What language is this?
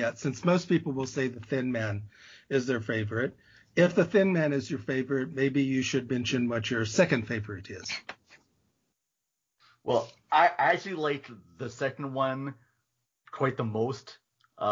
English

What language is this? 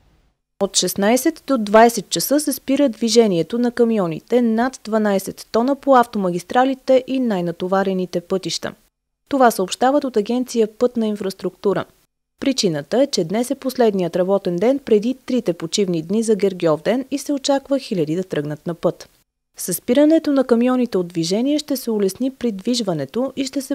Bulgarian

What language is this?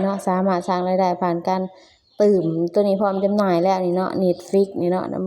Lao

